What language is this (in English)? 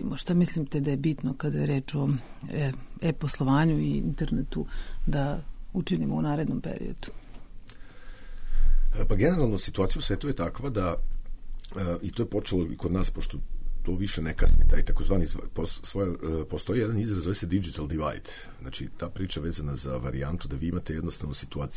Serbian